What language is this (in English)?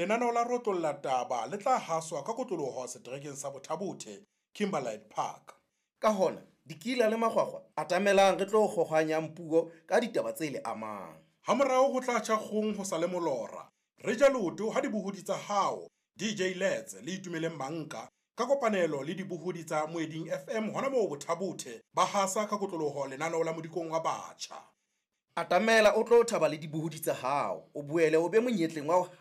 Southern Sotho